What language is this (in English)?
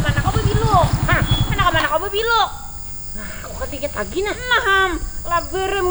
Banjar